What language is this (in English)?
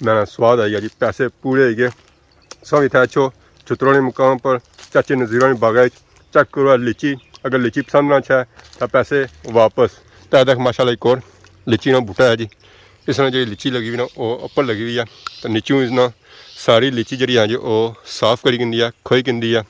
Pahari-Potwari